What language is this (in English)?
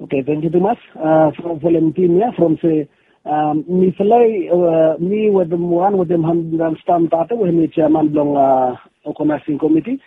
Bislama